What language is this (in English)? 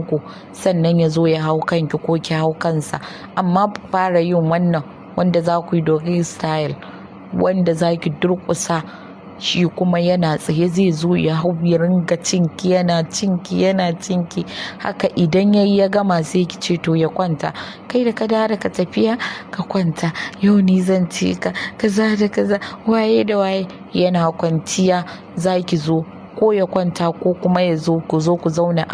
Hausa